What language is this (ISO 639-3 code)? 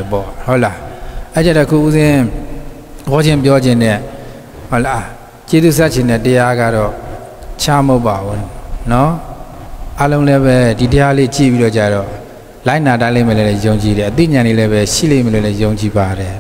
mya